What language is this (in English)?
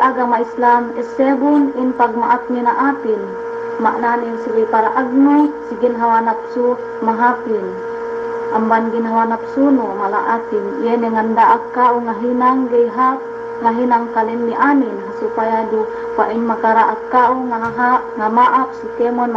Yakan